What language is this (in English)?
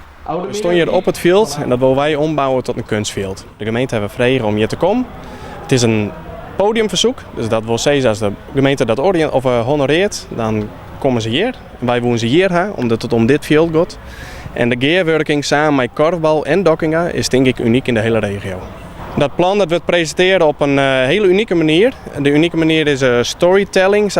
Western Frisian